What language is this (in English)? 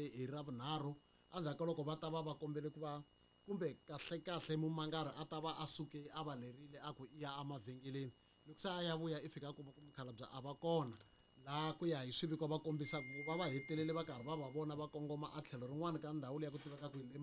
Tsonga